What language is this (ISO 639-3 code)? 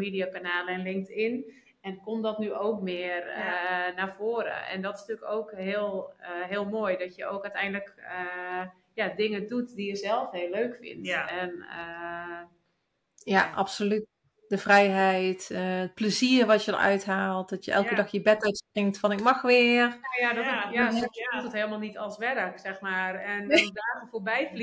nld